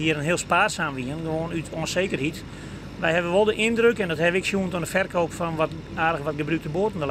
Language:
Western Frisian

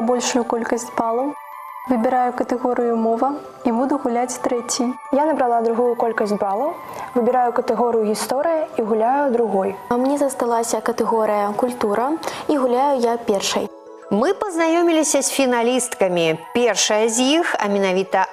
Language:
Belarusian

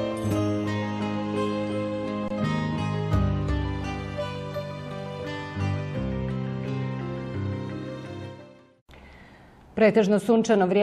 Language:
Bosnian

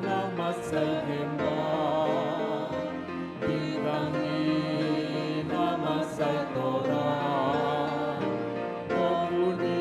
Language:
Batak Toba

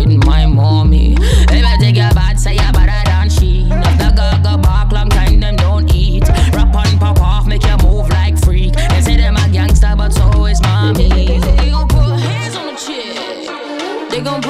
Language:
Yakut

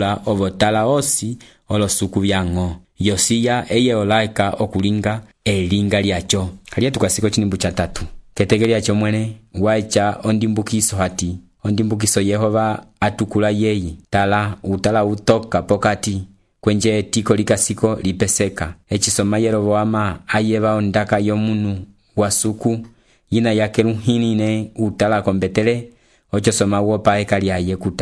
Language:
Umbundu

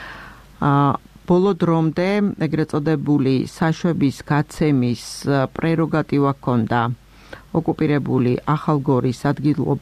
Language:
Georgian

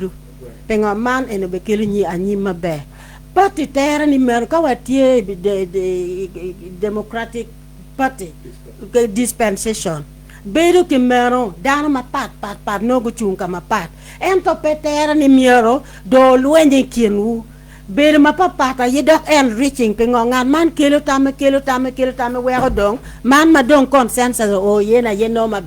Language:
Acoli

